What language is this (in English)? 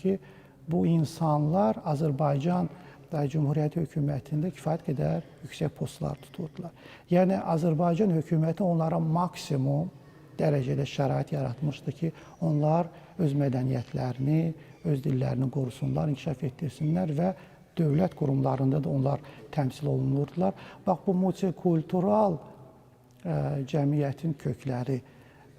Azerbaijani